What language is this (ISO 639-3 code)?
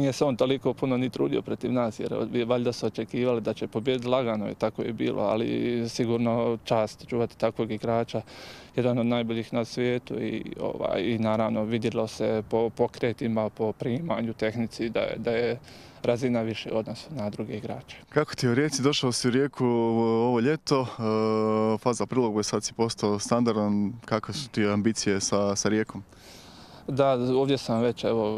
hrv